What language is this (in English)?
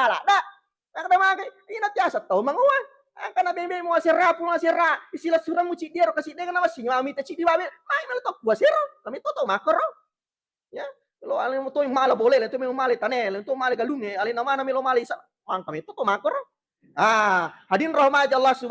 Buginese